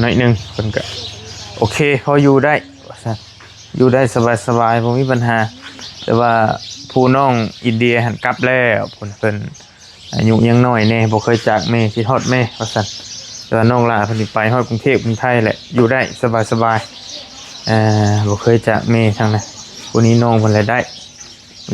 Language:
Northeastern Thai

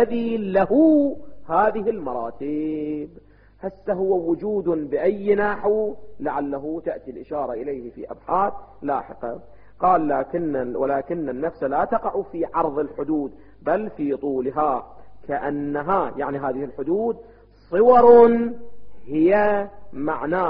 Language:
Arabic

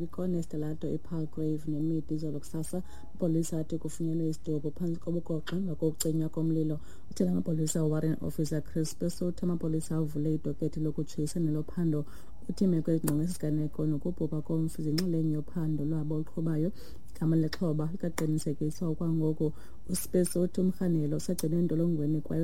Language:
Xhosa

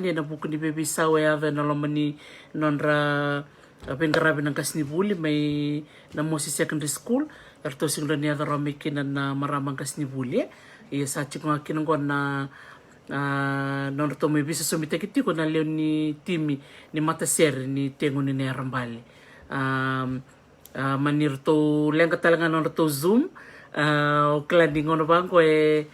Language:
Fijian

